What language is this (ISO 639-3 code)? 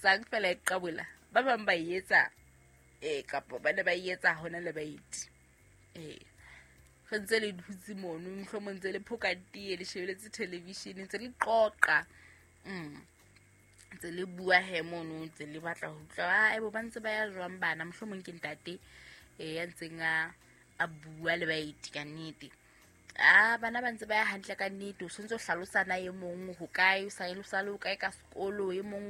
sot